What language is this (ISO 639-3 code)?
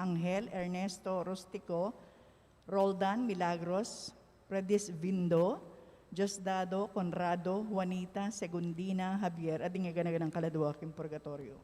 pam